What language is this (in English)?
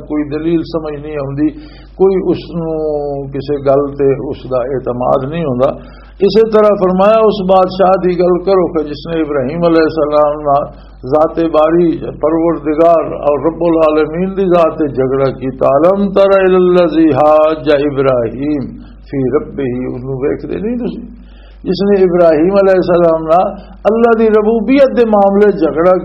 Western Panjabi